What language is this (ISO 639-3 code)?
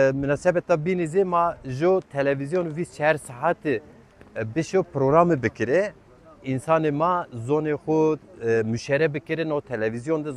zza